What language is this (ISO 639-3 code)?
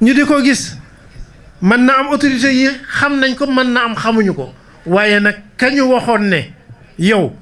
wol